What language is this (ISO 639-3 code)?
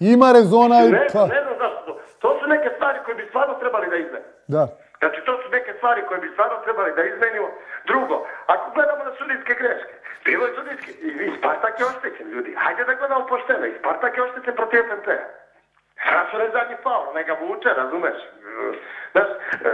srp